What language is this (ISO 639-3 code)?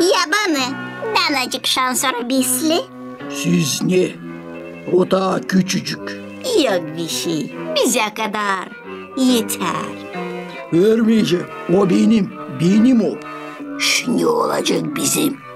gag